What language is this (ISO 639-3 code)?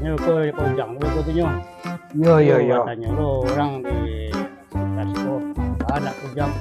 min